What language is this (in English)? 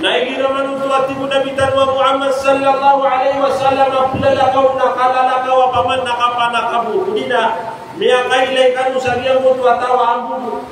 Maranao